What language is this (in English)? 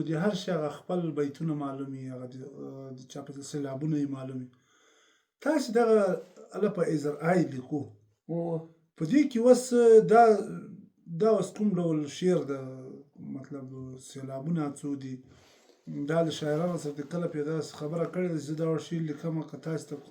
Pashto